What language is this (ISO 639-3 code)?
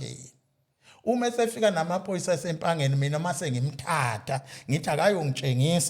zul